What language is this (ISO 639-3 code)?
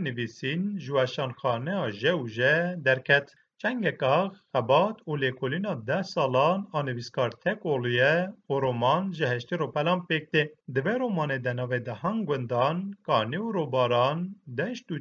kur